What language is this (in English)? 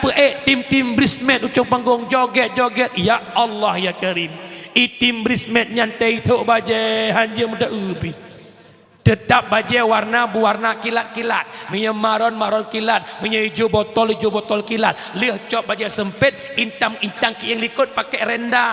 Achinese